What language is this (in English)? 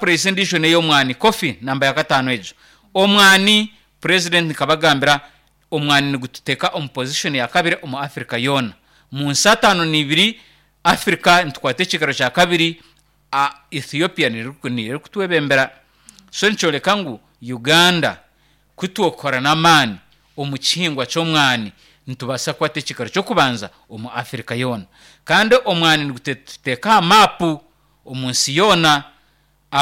Nyankole